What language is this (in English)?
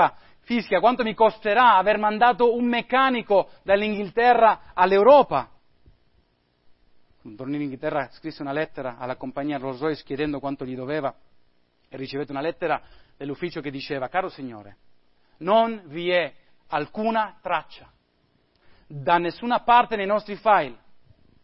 Italian